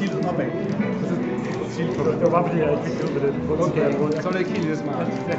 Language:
Danish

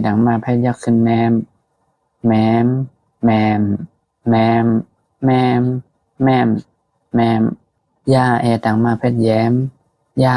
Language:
Shan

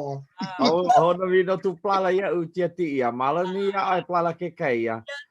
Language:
Hawaiian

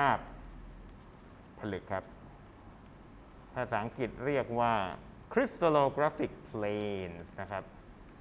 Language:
Thai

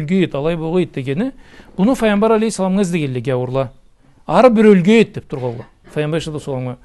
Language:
Karachay-Balkar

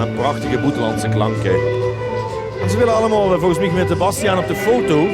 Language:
Limburgish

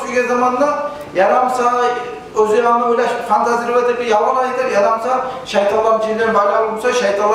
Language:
Kumyk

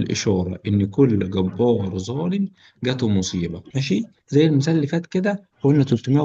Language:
Egyptian Arabic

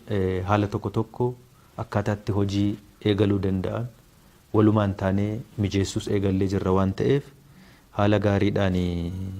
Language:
Oromo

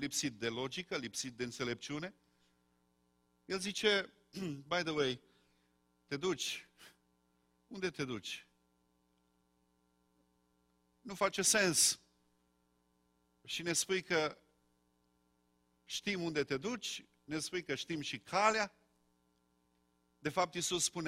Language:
Romanian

